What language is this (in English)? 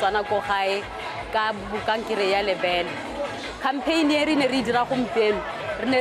Tswana